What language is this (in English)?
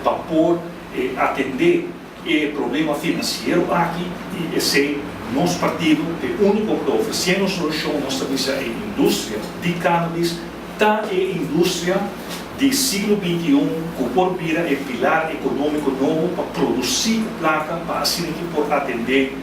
Papiamento